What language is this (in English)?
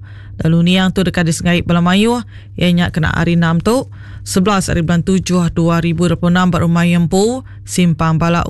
Iban